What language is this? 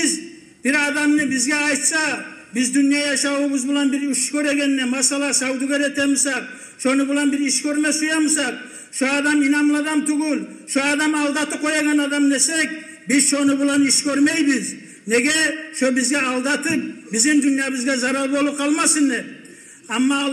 Kumyk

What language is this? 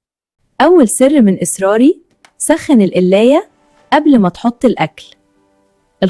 Egyptian Arabic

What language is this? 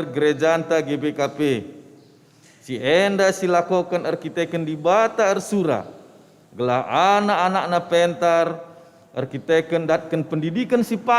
Batak Karo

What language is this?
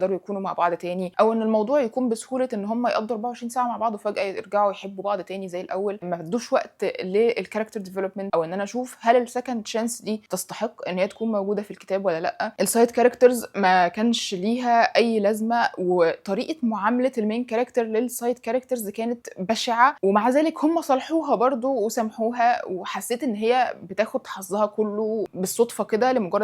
Egyptian Arabic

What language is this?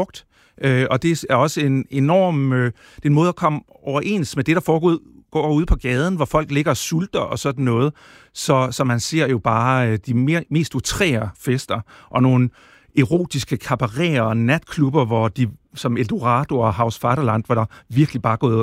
Danish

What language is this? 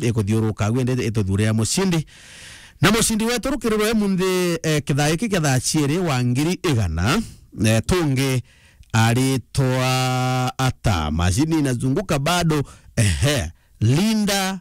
Meru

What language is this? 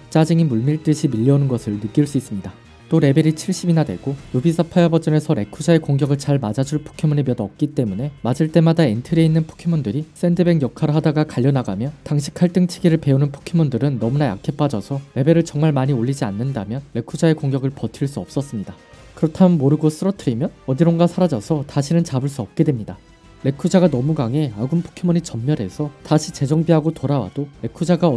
Korean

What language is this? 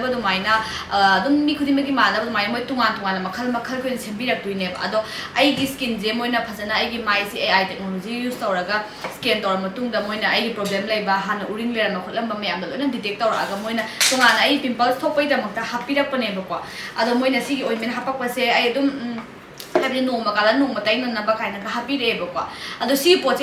Manipuri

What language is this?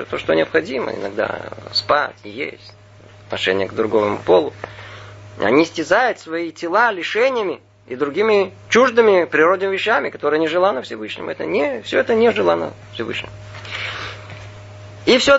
Russian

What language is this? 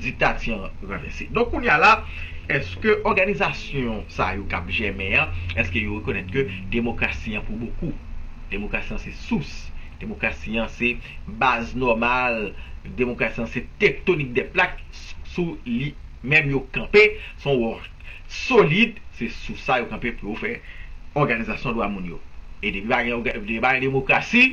Haitian Creole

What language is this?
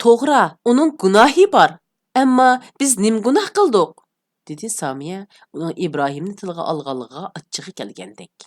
Uyghur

